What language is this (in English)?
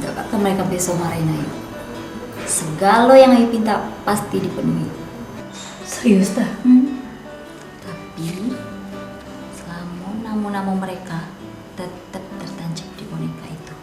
Musi